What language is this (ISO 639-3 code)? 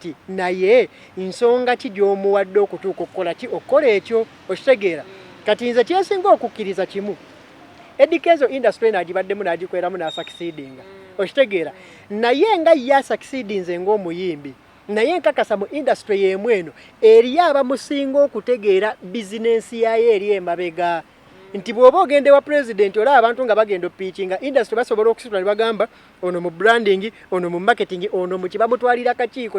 lug